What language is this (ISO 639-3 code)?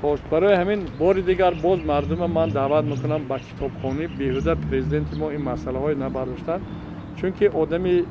tgk